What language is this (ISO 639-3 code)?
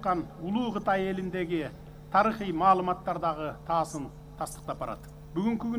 kir